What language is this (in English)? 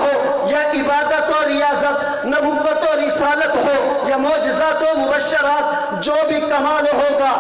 Urdu